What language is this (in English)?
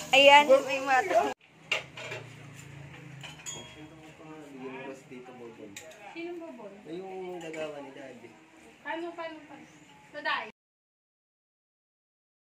Filipino